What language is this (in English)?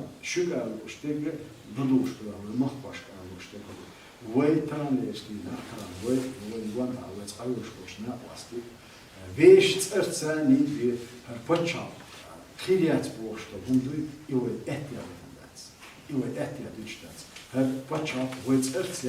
Chechen